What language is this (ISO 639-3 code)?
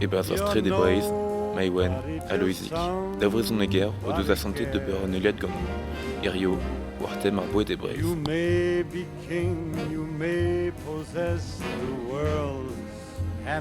bre